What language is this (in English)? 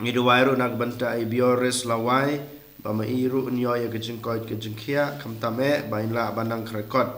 Khasi